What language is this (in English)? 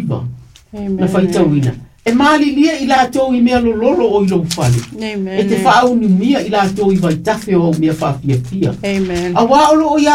Samoan